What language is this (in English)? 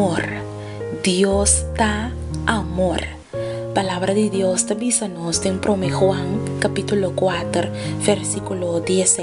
Papiamento